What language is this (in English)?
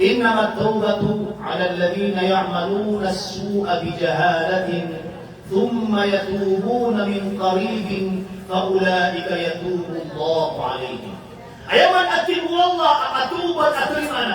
Maranao